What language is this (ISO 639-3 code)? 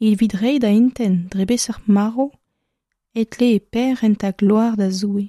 bre